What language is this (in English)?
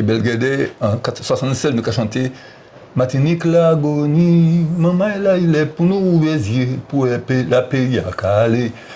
Guadeloupean Creole French